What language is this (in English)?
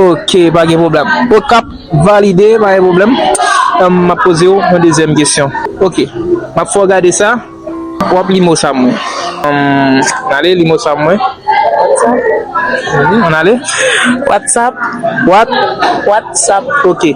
Haitian Creole